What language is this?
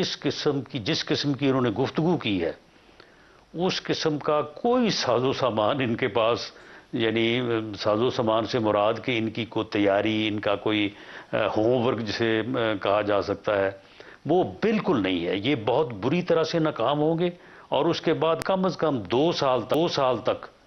Urdu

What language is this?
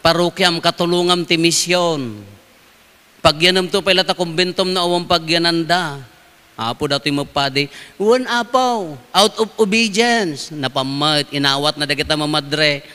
Iloko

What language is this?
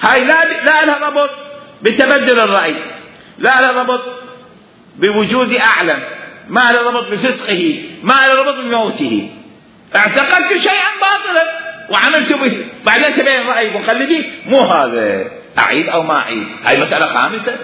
Mesopotamian Arabic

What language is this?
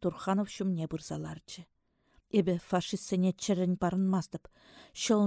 Chuvash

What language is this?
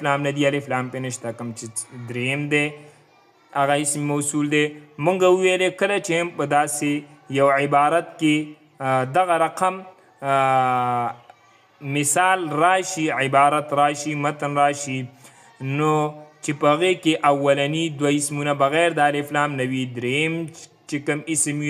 Pashto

